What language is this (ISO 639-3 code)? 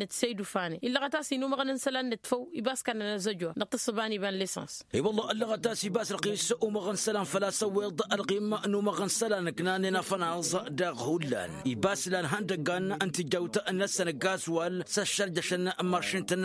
taq